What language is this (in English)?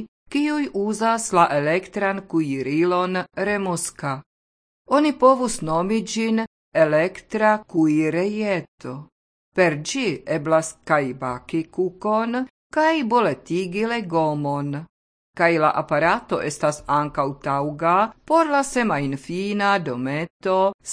Esperanto